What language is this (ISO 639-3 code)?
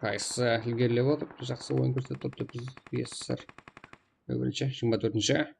kaa